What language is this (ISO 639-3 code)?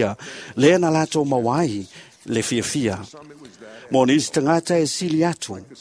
smo